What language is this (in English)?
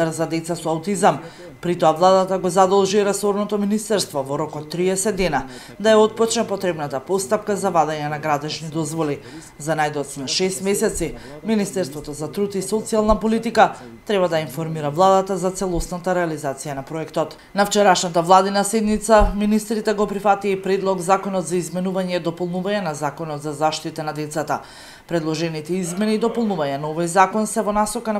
Macedonian